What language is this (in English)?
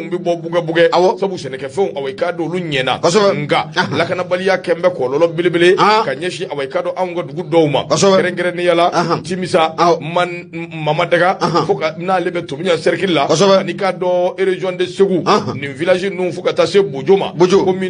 Bambara